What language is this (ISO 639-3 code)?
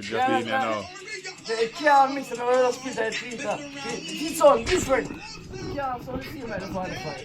jam